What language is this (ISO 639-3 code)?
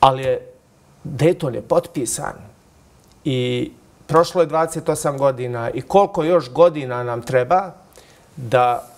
hrv